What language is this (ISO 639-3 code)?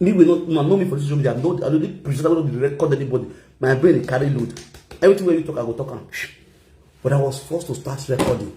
pcm